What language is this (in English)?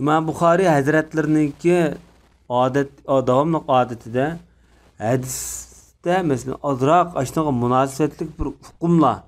Uyghur